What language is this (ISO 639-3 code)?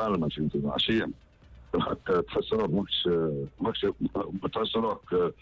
aeb